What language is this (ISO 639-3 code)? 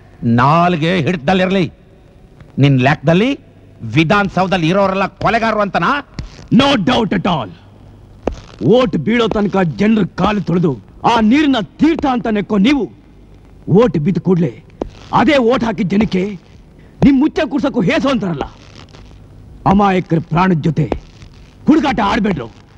kan